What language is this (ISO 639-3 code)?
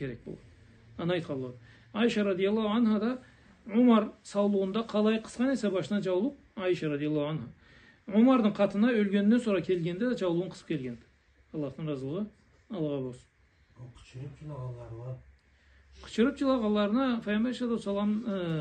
krc